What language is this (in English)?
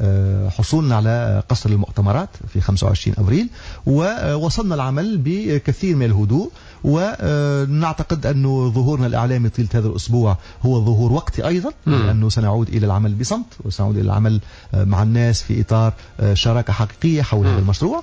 Tunisian Arabic